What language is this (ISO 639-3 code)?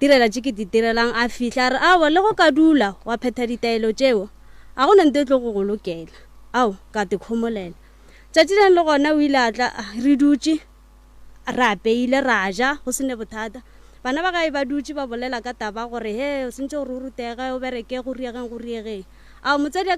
nso